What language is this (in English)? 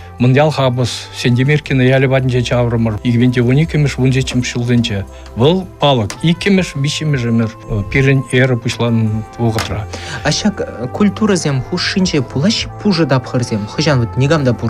Chuvash